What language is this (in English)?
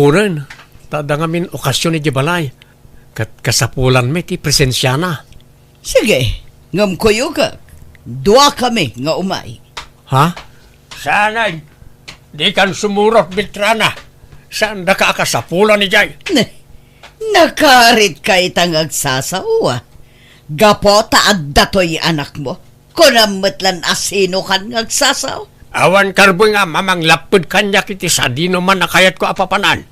Iloko